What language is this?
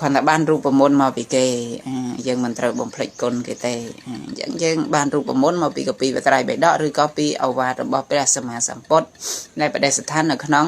Khmer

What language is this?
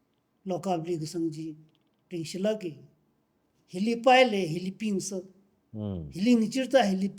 Tangkhul Naga (India)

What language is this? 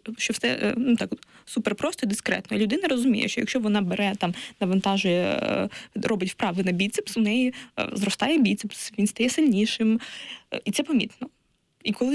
Ukrainian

